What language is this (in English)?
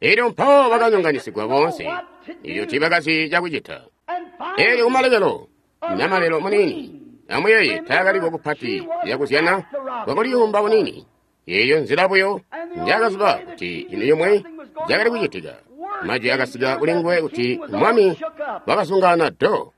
Tonga (Zambia)